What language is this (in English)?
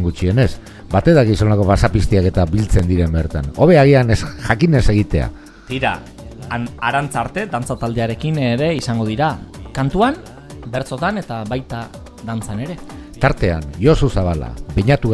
Basque